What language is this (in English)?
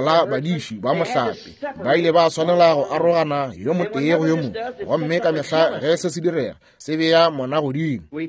Northern Sotho